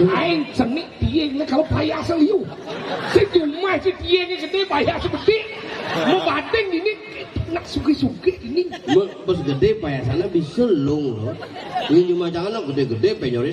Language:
Balinese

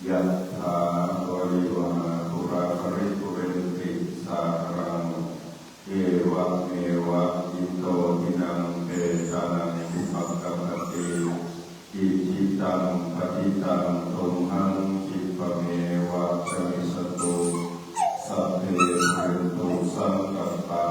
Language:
Pali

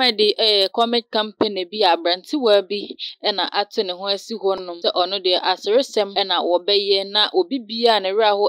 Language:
Akan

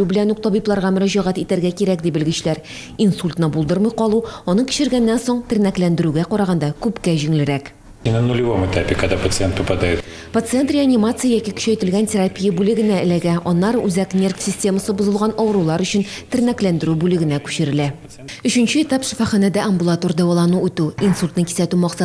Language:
Tatar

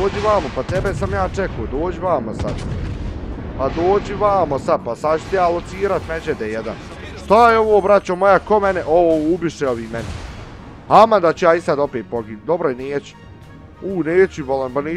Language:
Bosnian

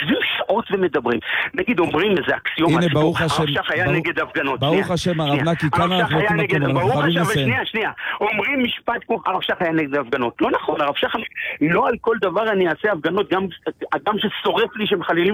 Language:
Hebrew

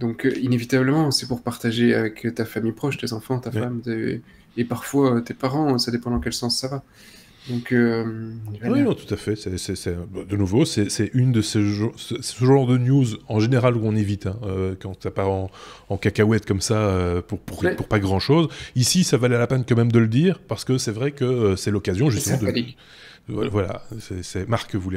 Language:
French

